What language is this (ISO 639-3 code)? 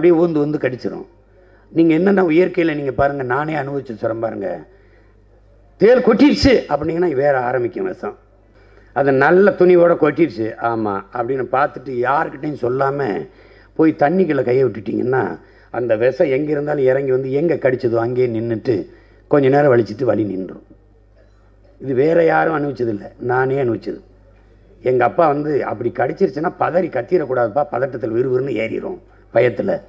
tam